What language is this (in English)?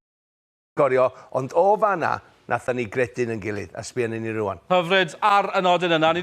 Welsh